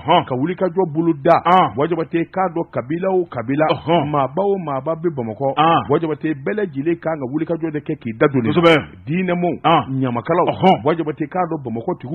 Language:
Bambara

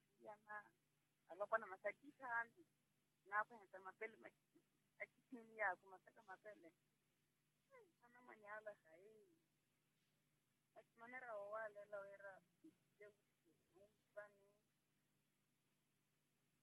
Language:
Swahili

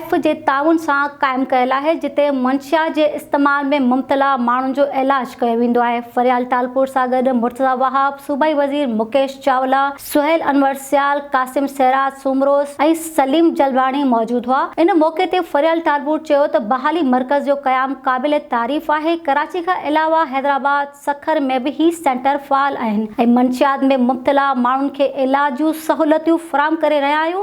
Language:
Sindhi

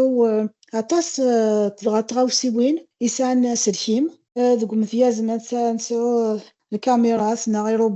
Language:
Kabyle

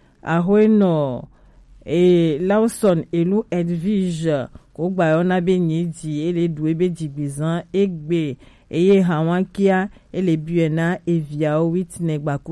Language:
Gen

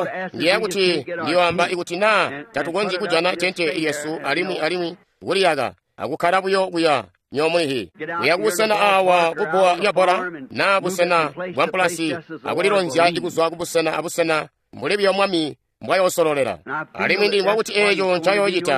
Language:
Tonga (Zambia)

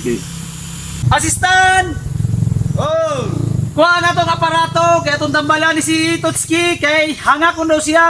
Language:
Cebuano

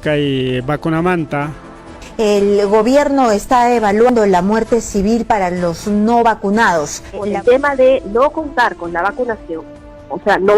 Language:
Ayacucho Quechua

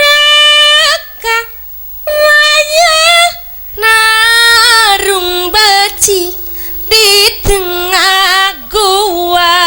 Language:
Javanese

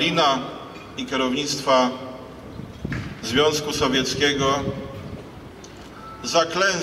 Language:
Polish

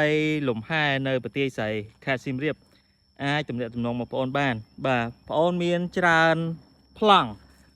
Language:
Khmer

